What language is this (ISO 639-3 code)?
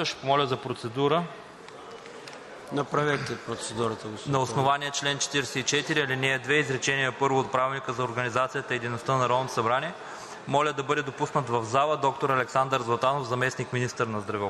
bul